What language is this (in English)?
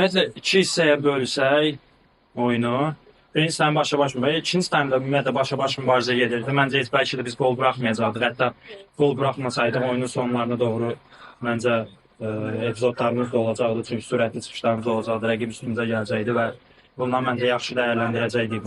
Azerbaijani